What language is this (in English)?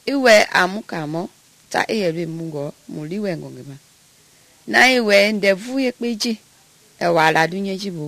Mende